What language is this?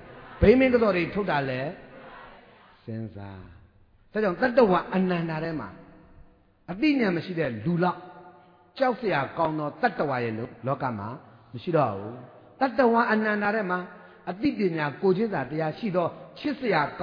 Burmese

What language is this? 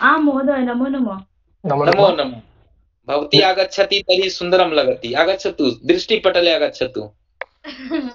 Sanskrit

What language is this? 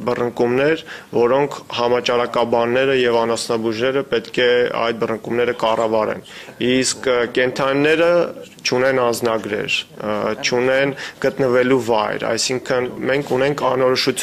Armenian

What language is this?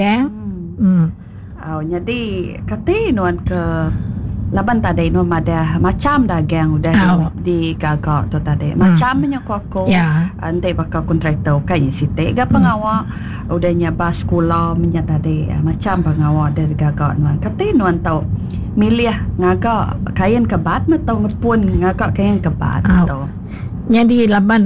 Iban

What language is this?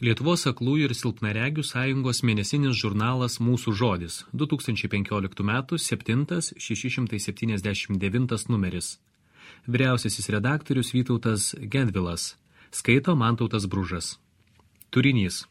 Lithuanian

